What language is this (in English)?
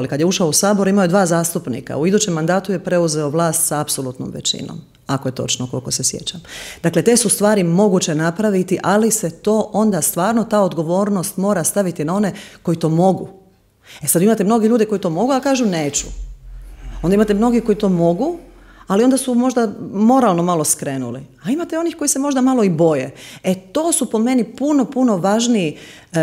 Croatian